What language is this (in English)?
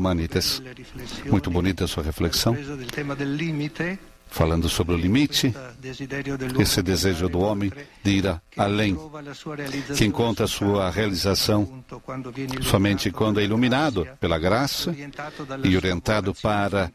Portuguese